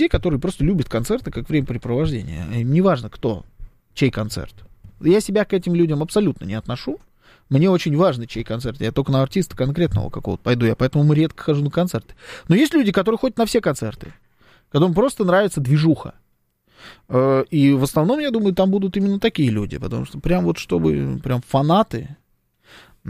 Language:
Russian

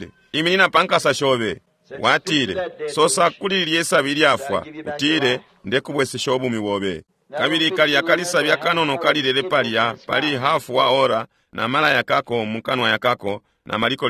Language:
Bemba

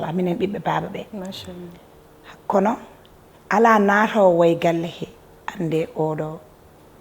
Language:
Fula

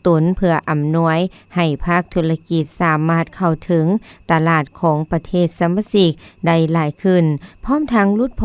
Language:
Lao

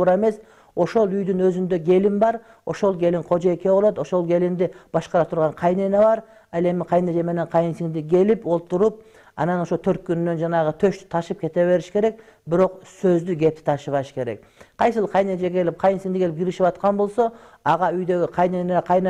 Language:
Kyrgyz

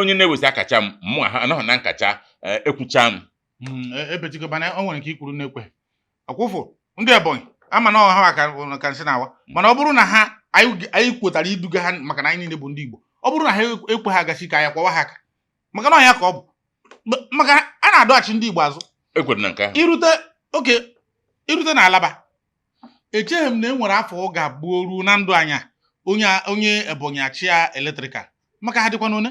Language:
Igbo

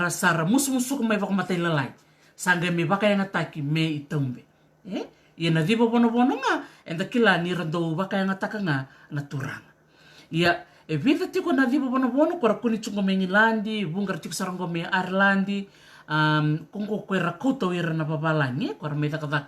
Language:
Fijian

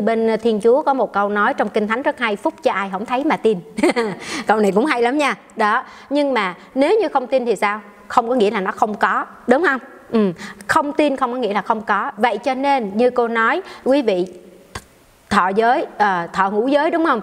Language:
Vietnamese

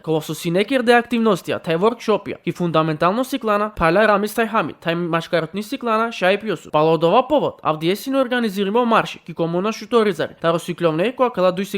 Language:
Balkan Romani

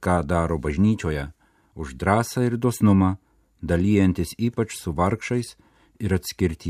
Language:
Lithuanian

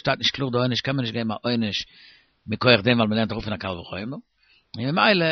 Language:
Yiddish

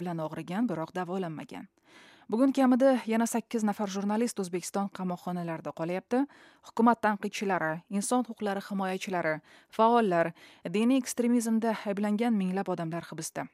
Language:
Uzbek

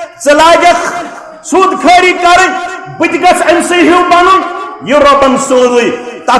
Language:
Kashmiri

